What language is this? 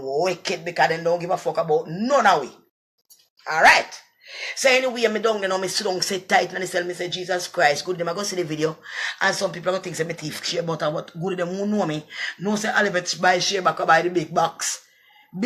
Jamaican Creole English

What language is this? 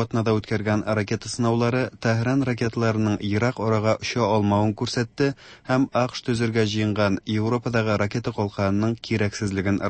Tatar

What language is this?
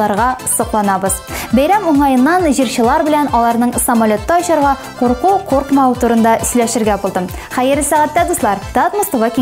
Tatar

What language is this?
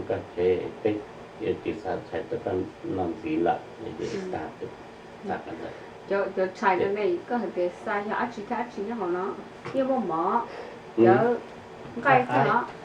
Hmong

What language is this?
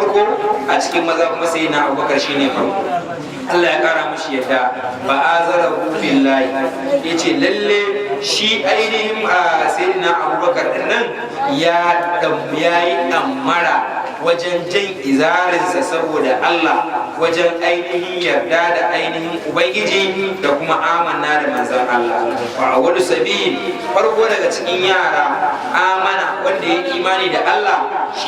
Hausa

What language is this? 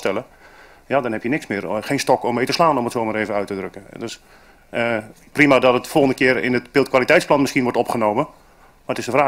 Dutch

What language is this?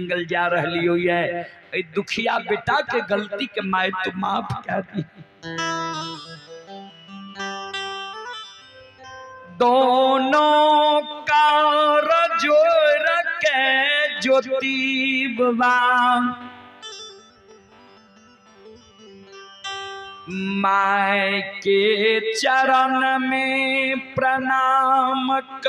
Bhojpuri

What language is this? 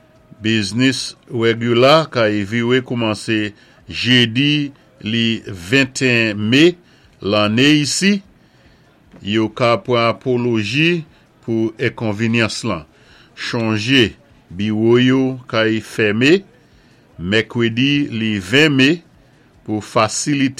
Saint Lucian Creole French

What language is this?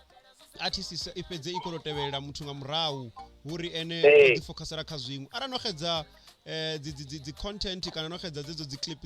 Venda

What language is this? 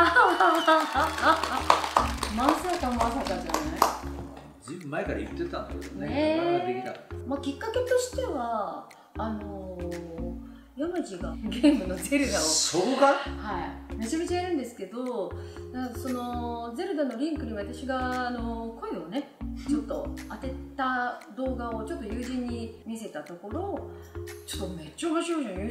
Japanese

